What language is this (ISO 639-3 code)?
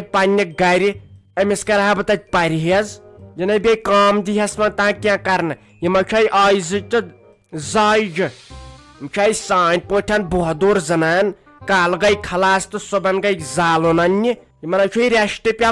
kas